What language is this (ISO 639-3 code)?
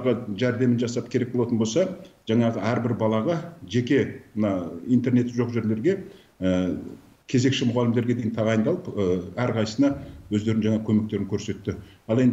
kaz